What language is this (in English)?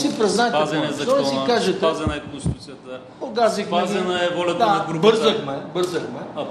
Bulgarian